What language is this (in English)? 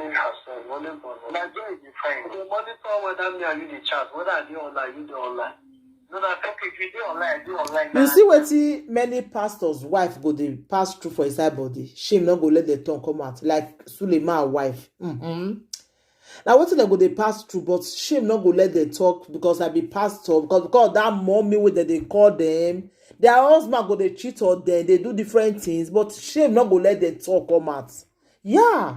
Nigerian Pidgin